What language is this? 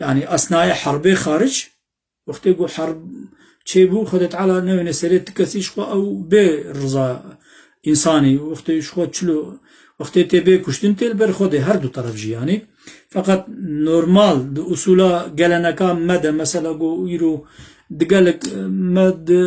Kurdish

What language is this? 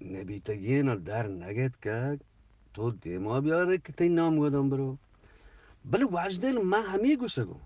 Eastern Balochi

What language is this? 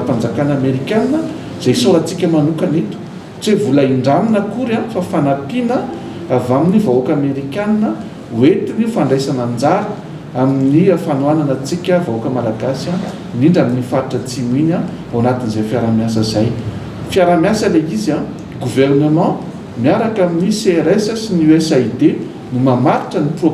Malagasy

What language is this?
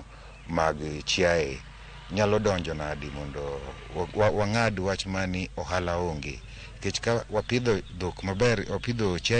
Luo (Kenya and Tanzania)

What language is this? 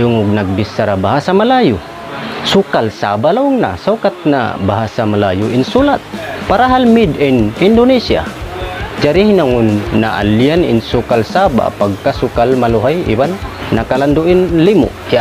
Tausug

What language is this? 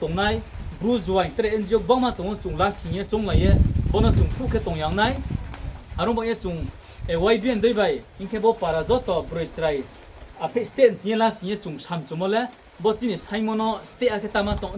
Riang (India)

